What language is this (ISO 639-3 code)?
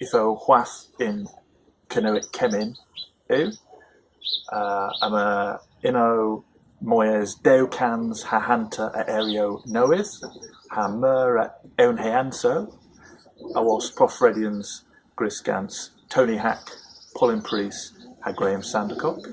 cor